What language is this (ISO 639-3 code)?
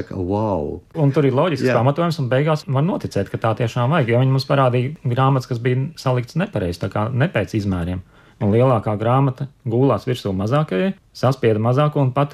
lav